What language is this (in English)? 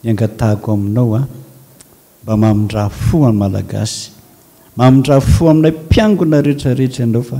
Malagasy